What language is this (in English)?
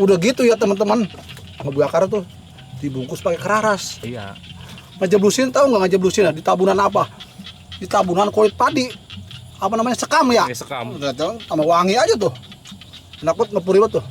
Betawi